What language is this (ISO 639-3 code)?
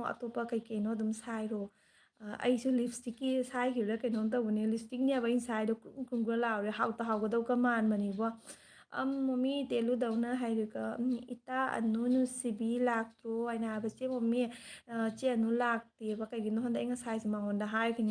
mni